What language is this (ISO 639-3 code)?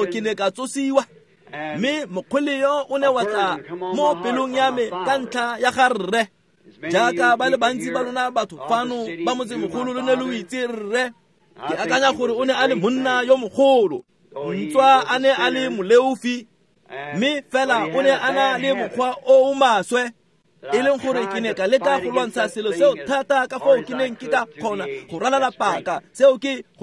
tsn